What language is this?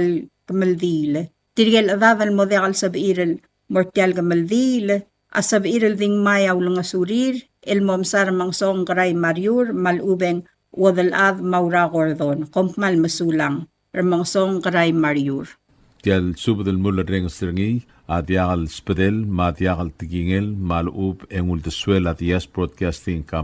Palauan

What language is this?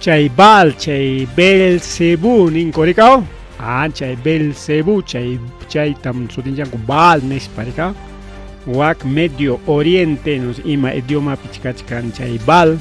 Ayacucho Quechua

